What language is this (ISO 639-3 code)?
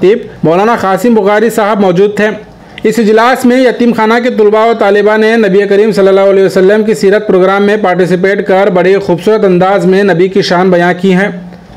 urd